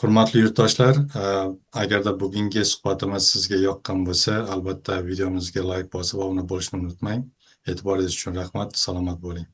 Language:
Uzbek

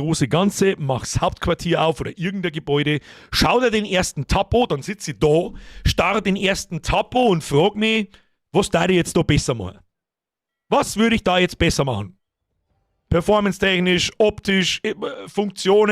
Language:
Bavarian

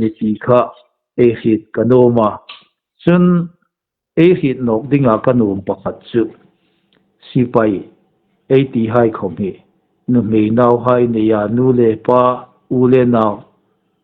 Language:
Hmar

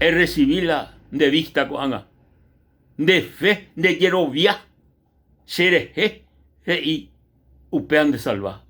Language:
Guarani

